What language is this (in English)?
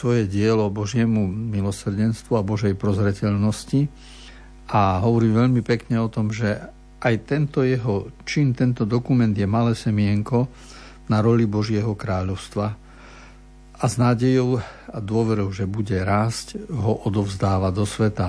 Slovak